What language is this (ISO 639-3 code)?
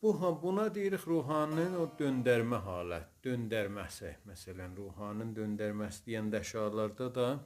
azb